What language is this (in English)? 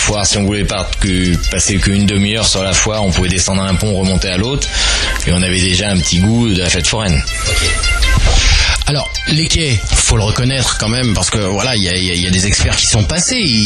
French